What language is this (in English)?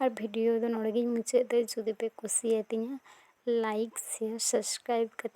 Santali